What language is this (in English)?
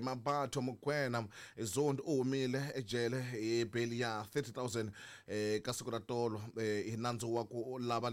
Tsonga